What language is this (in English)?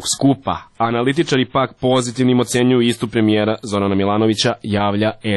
Serbian